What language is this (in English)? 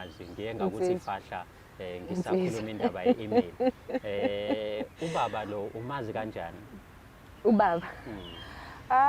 Zulu